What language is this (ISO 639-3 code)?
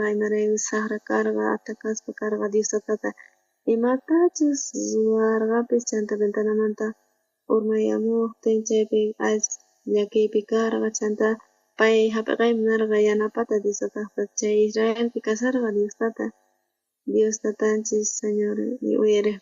quh